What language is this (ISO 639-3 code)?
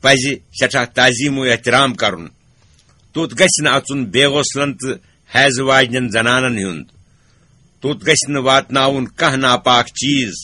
kas